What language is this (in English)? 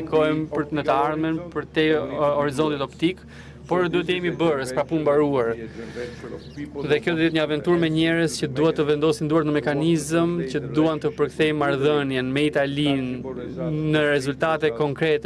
Albanian